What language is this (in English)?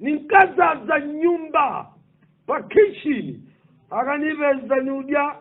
Nyanja